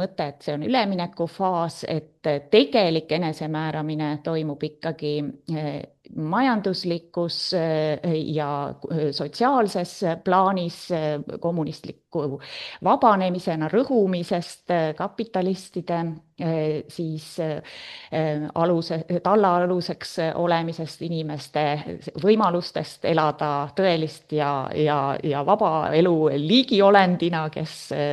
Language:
Estonian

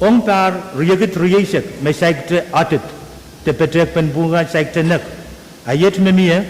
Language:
Pohnpeian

